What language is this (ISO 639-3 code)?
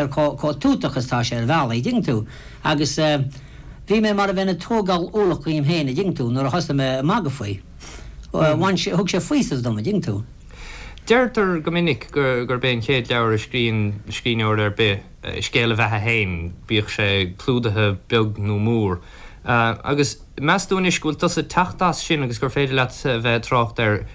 gle